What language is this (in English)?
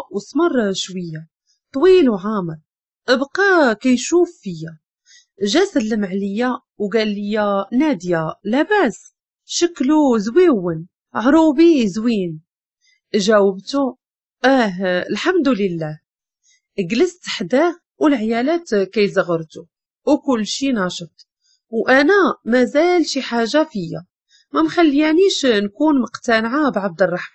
Moroccan Arabic